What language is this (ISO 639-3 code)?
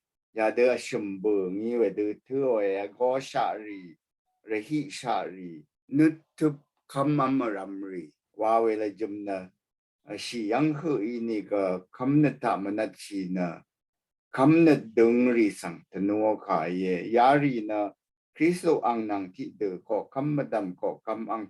raw